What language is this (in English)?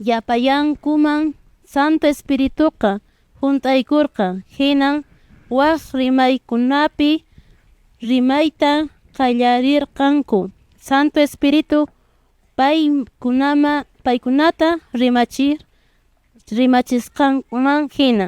Quechua